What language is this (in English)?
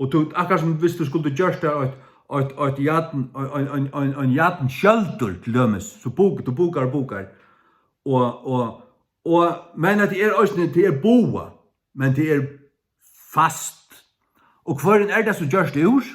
Faroese